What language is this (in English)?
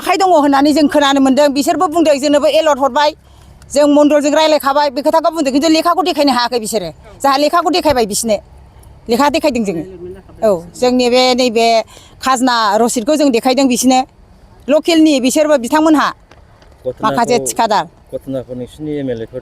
Bodo